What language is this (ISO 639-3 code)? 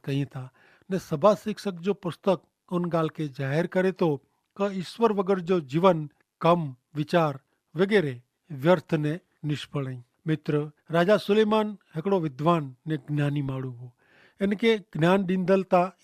kfr